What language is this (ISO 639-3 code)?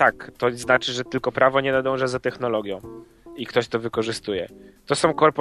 pol